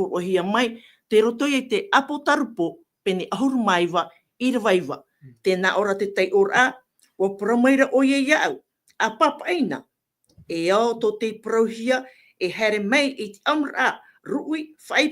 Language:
Tahitian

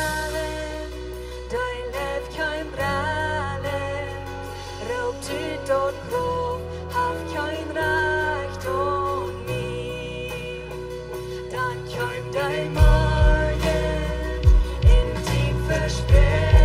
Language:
Plautdietsch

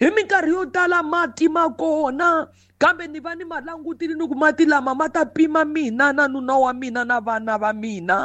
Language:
Tsonga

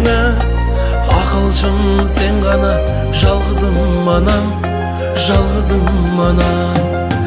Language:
Kazakh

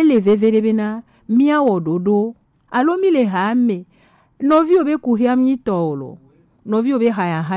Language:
Gen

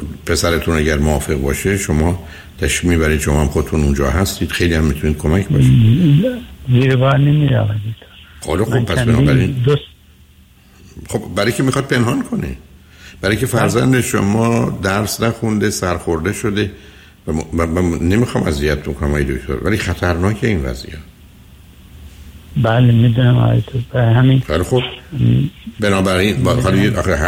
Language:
Persian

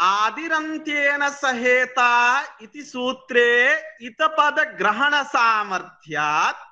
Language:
Sanskrit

